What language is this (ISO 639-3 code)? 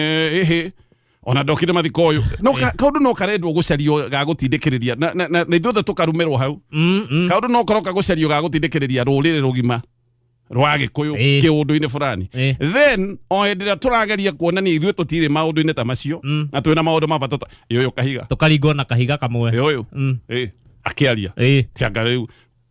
kik